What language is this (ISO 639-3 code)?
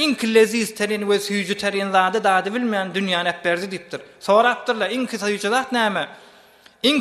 tuk